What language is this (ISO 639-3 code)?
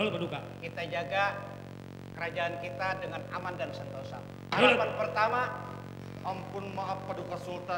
bjn